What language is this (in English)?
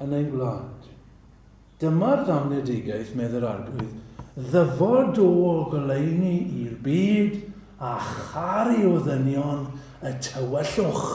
Welsh